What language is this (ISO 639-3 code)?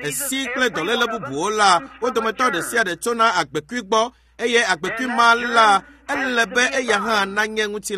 ewe